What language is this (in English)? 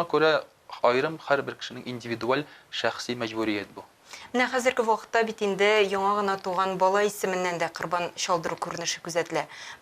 Tatar